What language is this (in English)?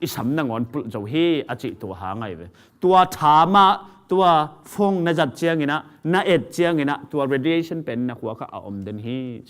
Tedim Chin